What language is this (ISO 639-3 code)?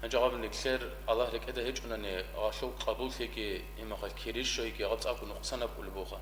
ava